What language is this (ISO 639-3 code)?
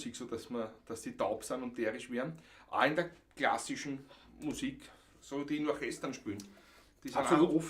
bar